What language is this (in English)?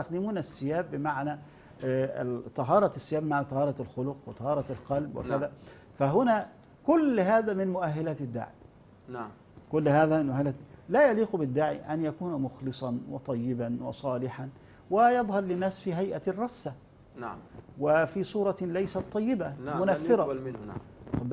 Arabic